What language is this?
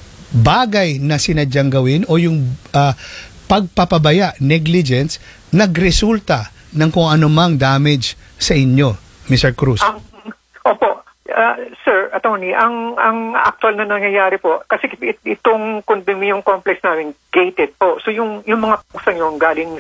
Filipino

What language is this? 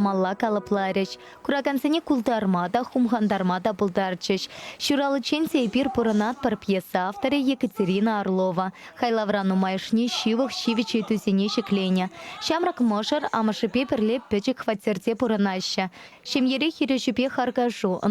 Chuvash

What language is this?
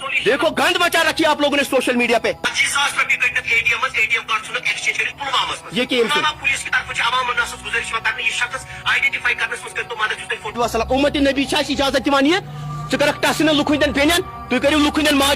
Kashmiri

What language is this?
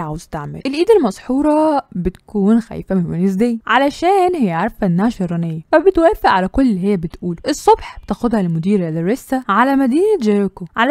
Egyptian Arabic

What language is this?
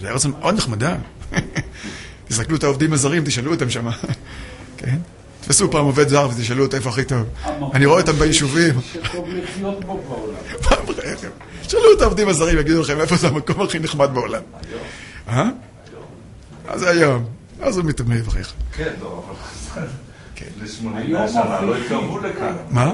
Hebrew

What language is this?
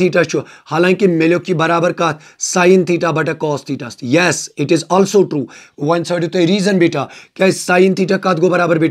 Kashmiri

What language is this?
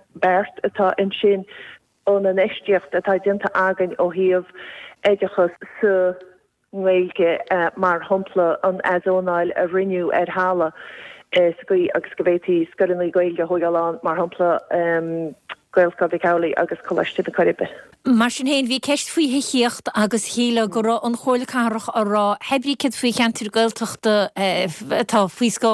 Irish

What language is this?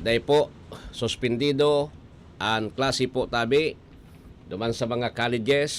Bikol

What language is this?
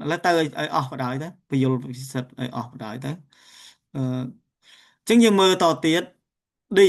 Khmer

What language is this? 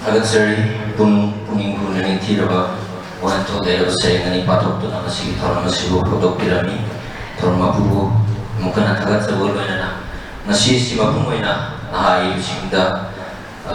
Manipuri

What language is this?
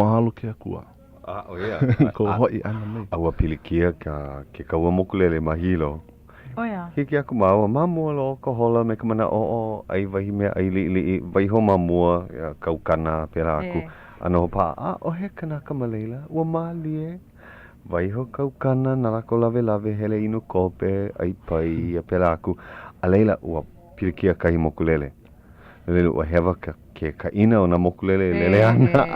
Hawaiian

